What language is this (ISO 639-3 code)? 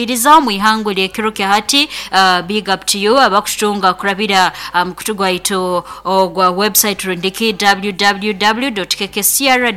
nyo